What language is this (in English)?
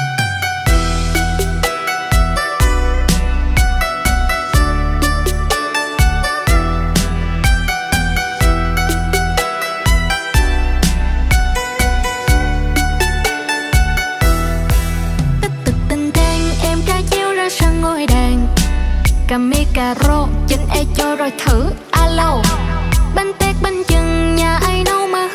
Vietnamese